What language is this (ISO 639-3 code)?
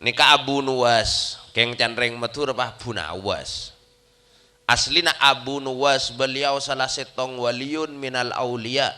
mad